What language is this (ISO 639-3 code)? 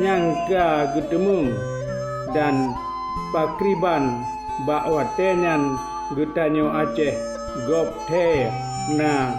ace